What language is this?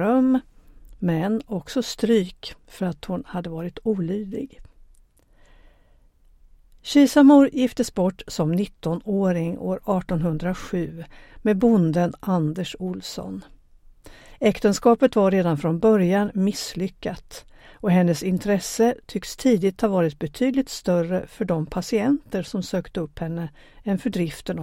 Swedish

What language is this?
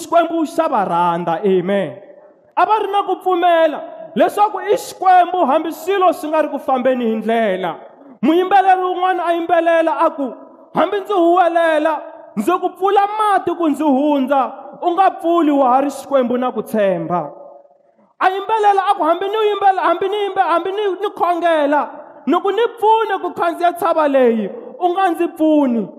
Tsonga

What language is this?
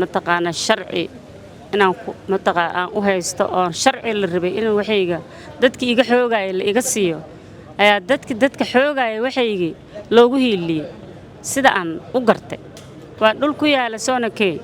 Somali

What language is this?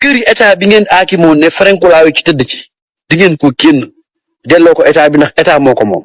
Wolof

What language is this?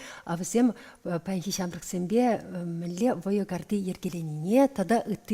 Chuvash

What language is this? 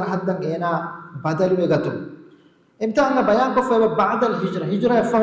Divehi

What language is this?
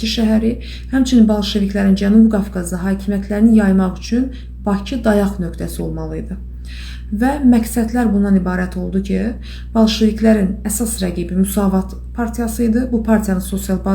Azerbaijani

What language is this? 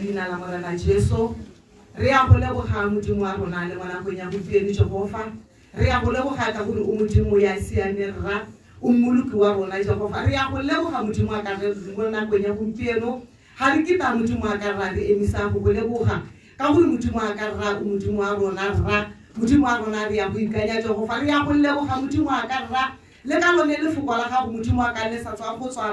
Tswana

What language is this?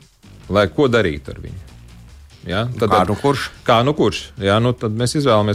Latvian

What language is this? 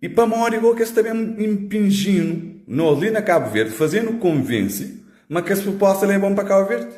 Kabuverdianu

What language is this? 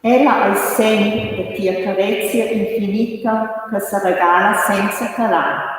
Romansh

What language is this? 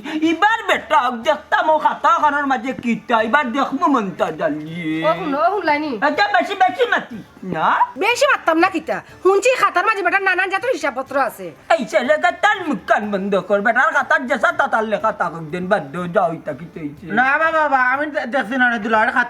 Sylheti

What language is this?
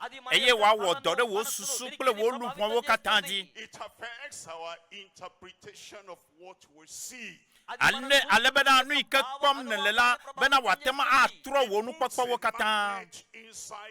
Ewe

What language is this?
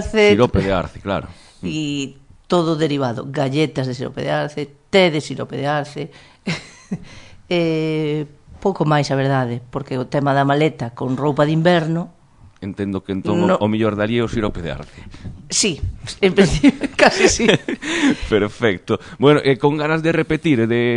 Galician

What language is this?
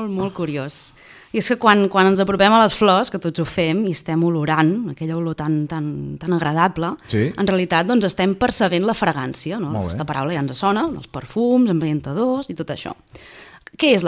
Catalan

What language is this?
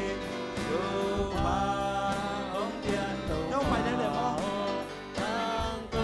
Tedim Chin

